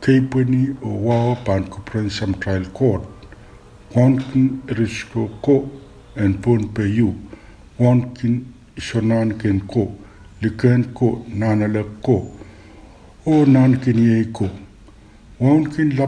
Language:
Pohnpeian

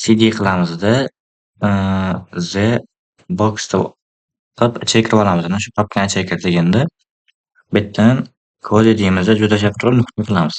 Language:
Uzbek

